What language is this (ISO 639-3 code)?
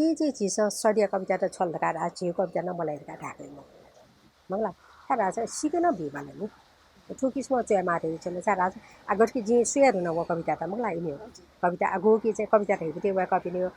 new